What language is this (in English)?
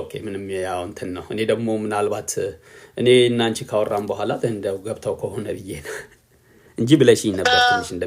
Amharic